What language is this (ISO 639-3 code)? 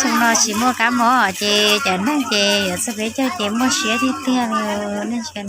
hmn